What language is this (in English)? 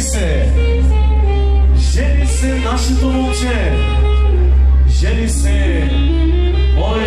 Bulgarian